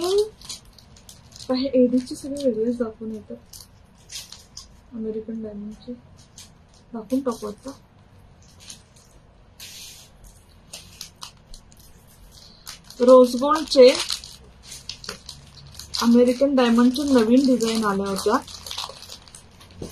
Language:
Marathi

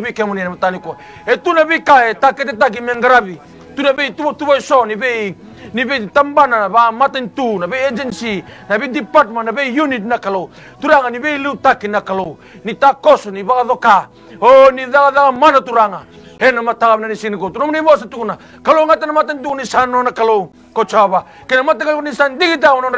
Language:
Fijian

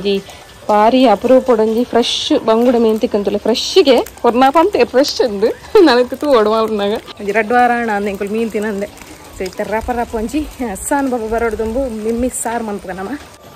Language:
Tulu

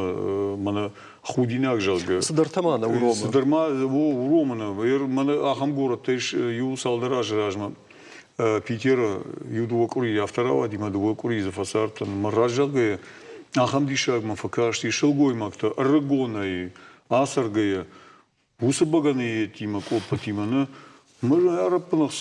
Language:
Ossetic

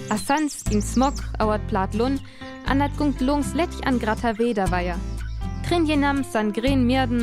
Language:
Northern Frisian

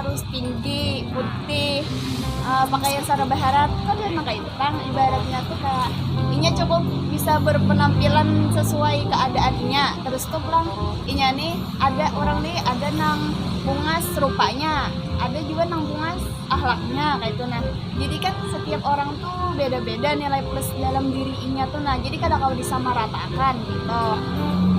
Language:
Banjar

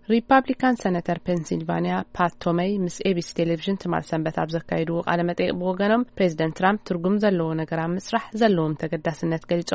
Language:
Tigrinya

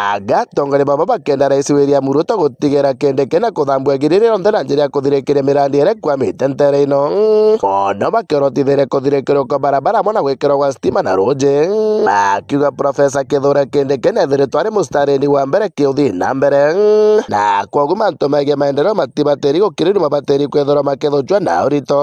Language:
Meru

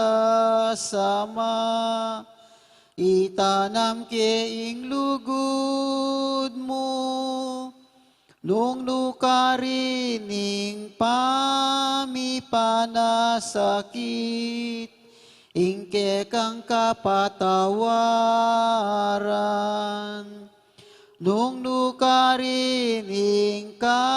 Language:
Pampanga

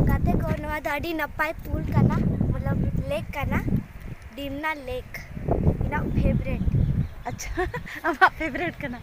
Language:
Santali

